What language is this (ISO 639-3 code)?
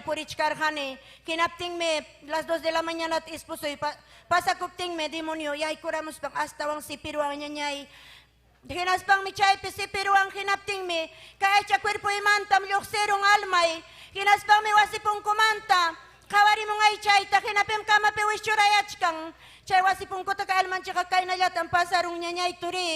quy